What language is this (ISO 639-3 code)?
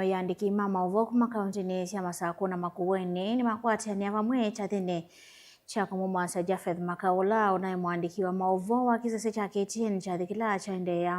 kam